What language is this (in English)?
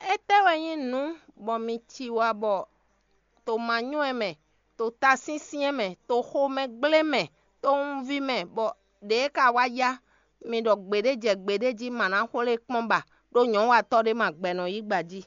Fon